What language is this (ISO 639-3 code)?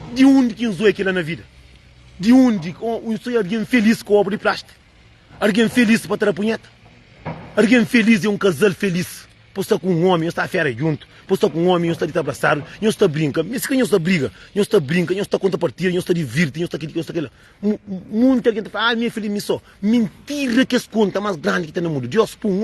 kea